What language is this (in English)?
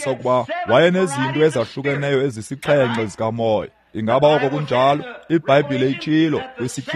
Xhosa